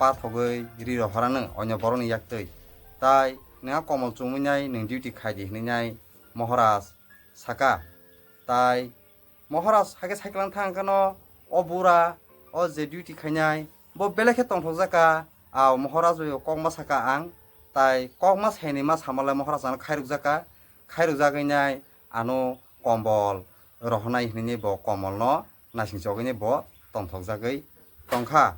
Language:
Kok Borok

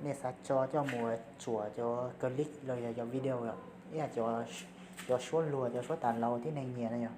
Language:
Hmong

